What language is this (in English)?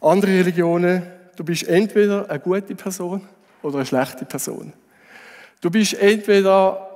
Swiss German